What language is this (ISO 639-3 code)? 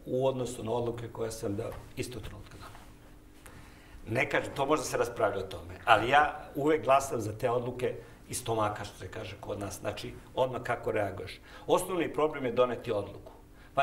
srp